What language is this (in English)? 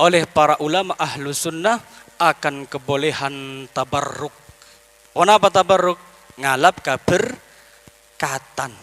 Madurese